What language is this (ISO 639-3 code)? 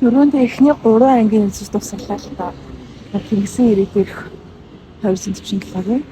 mon